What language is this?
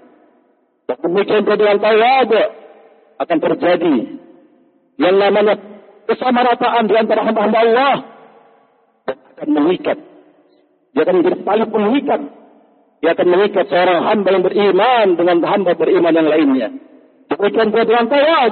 Indonesian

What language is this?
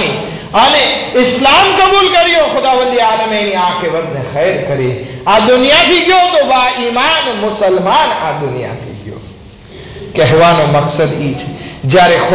Gujarati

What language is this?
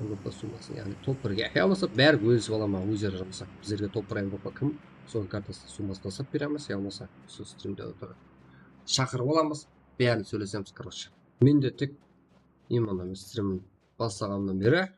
Kara-Kalpak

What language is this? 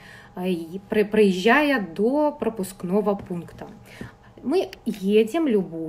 Russian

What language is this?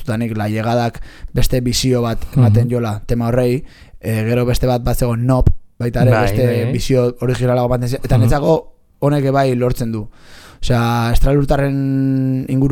Basque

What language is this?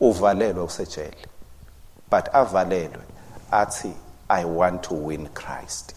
Swati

